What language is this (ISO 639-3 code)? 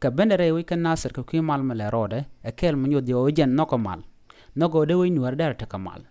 nus